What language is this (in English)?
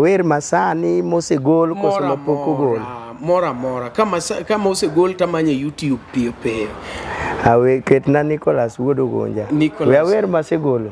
Luo (Kenya and Tanzania)